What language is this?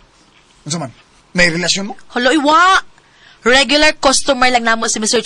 Cebuano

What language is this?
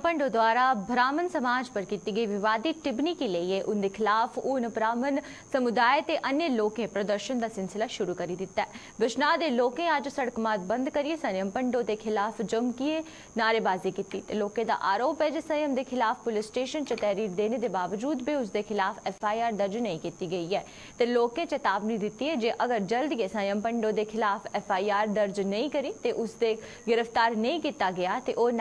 Dogri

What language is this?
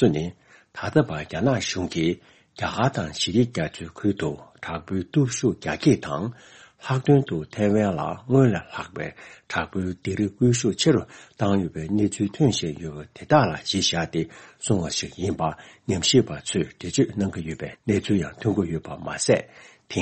Tibetan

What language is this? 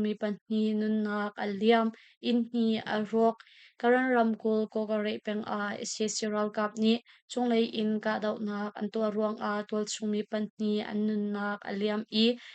Hakha Chin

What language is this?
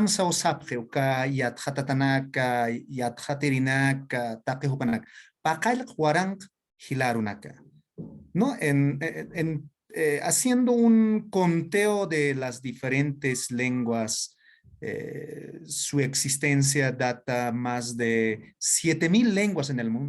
Aymara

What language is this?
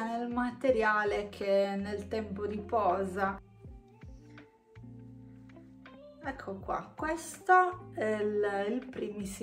Italian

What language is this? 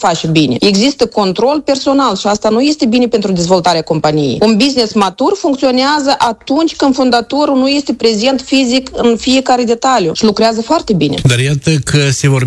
Romanian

